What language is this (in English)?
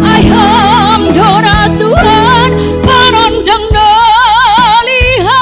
Batak Simalungun